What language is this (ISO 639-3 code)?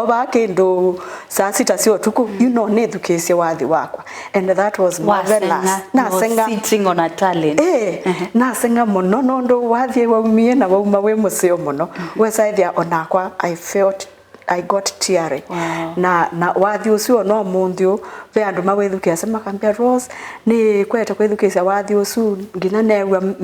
kam